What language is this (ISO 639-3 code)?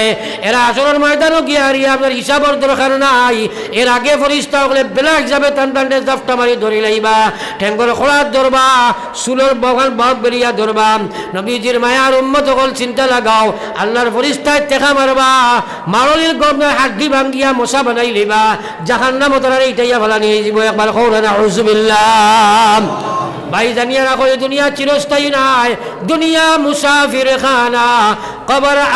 syl